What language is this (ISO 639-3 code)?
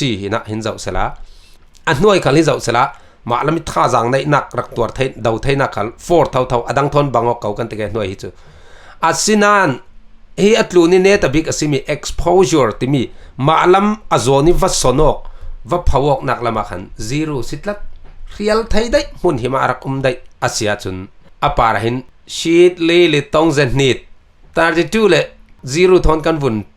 cfm